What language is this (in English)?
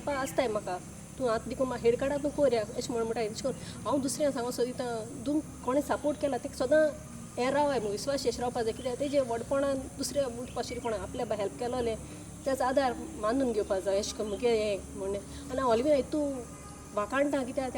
Konkani